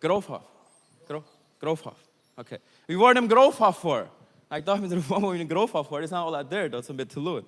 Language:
Plautdietsch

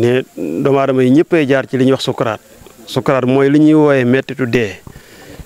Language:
Wolof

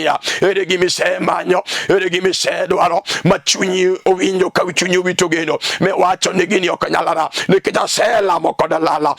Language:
Luo (Kenya and Tanzania)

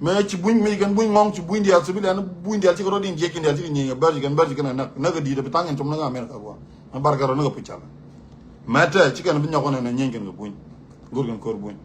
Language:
Nuer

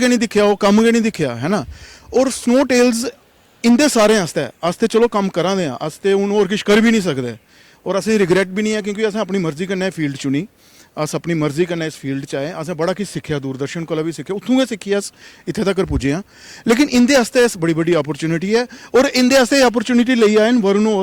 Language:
Dogri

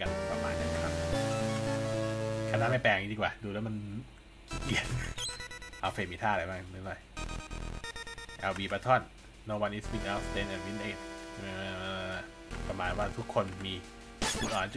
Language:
Thai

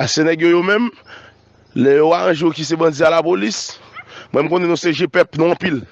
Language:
Haitian Creole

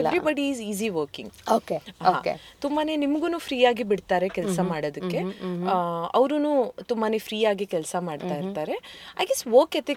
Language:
Kannada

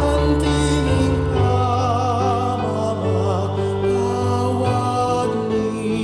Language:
Pampanga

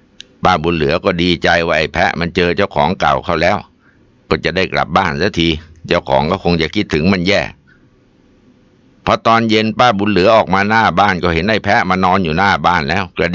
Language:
Thai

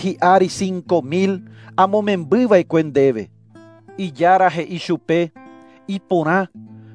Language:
Guarani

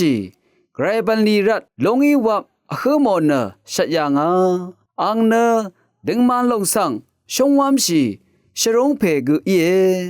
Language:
Rawang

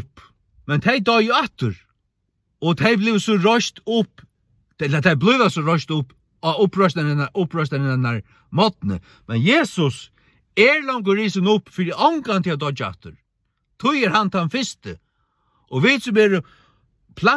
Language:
Faroese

